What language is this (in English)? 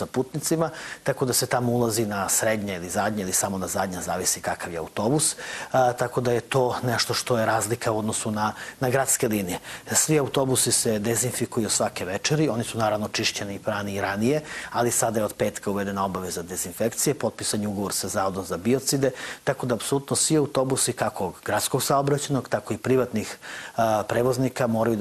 Serbian